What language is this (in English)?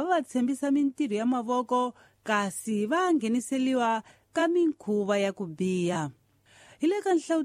Tsonga